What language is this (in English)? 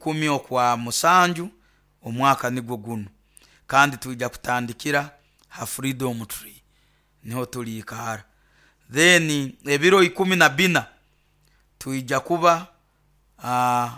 Nyoro